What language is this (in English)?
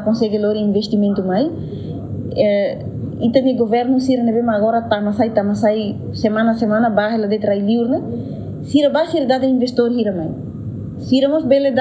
Tetum